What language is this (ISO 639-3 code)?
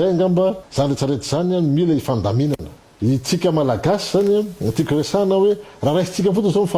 mlg